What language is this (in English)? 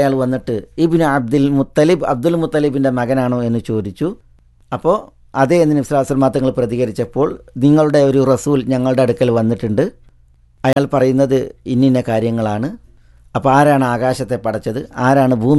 Malayalam